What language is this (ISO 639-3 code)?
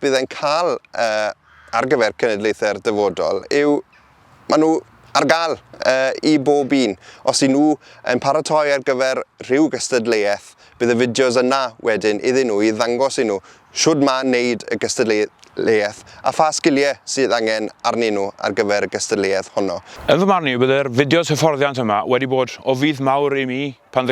cym